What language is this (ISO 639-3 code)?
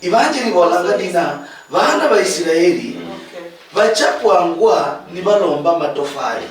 luy